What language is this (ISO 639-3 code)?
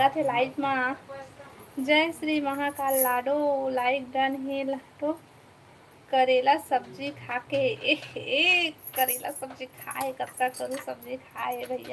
hne